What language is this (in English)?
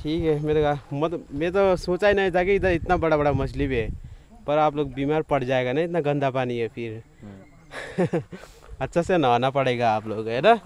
Nepali